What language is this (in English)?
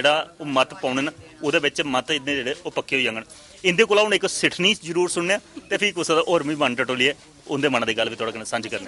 Dogri